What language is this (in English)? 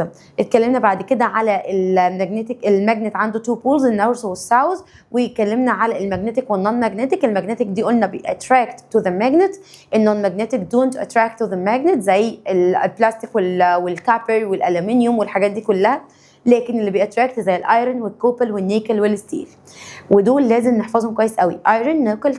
Egyptian Arabic